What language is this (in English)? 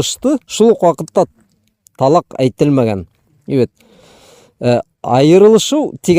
Bashkir